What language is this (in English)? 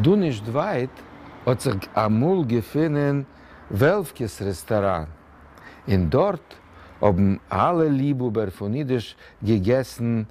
Yiddish